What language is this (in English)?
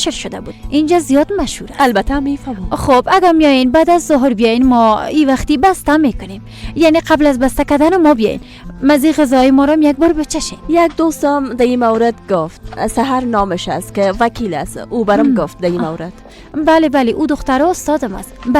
Persian